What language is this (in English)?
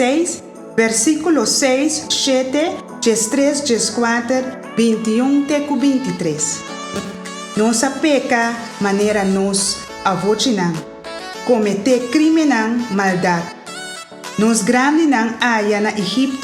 Papiamento